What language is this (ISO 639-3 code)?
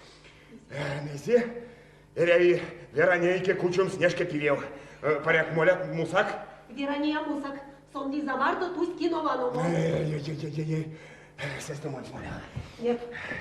myv